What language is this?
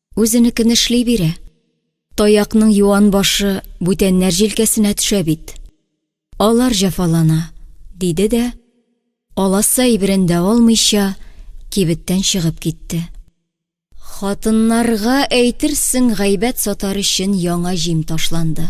Tatar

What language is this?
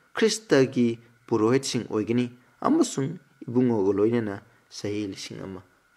Manipuri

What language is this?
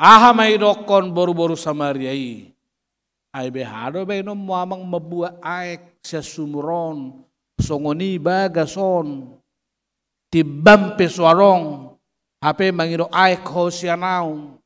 Batak Toba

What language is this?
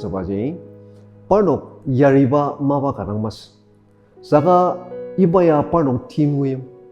Ao Naga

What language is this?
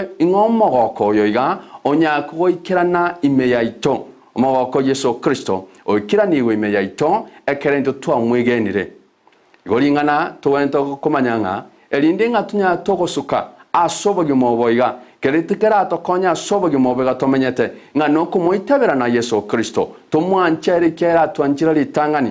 Gusii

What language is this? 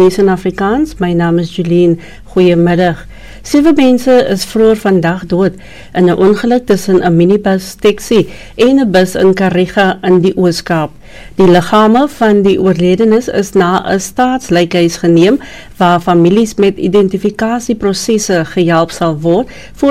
Afrikaans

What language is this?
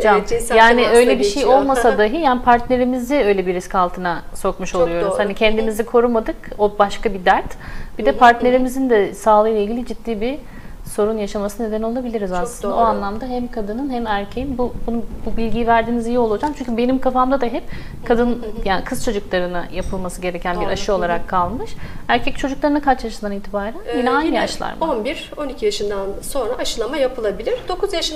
Turkish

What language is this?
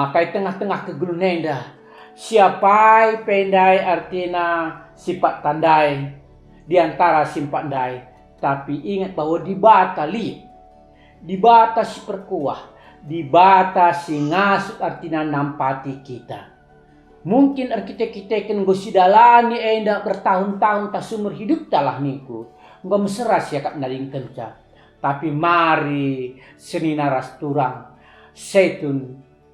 Batak Karo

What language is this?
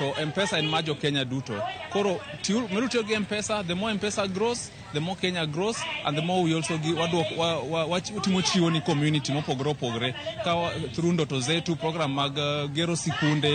Luo (Kenya and Tanzania)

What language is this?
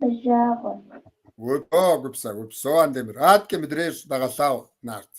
Kabardian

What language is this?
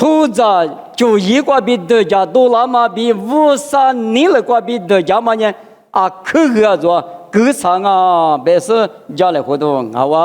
Lisu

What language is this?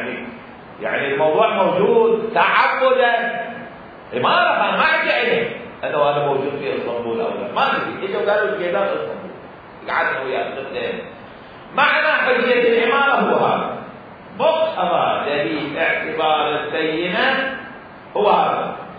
Mesopotamian Arabic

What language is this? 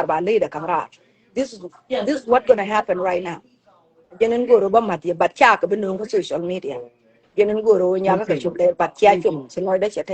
Nuer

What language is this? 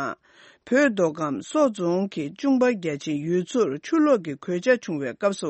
Tibetan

